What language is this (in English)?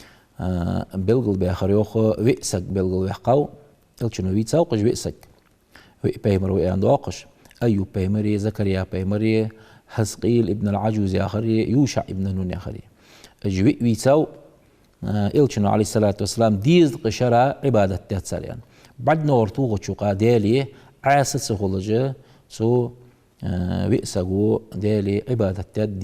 Ingush